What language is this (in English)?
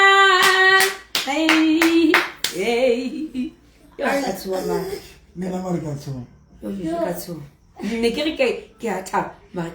Southern Sotho